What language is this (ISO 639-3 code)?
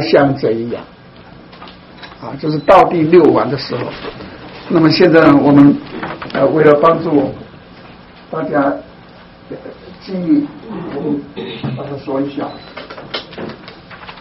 zho